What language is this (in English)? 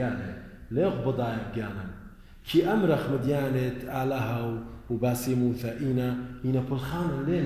Assyrian Neo-Aramaic